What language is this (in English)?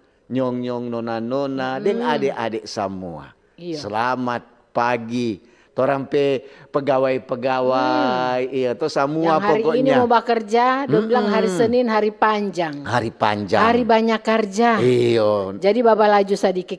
Manado Malay